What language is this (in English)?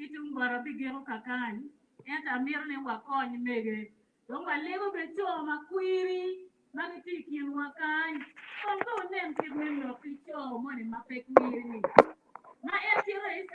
Acoli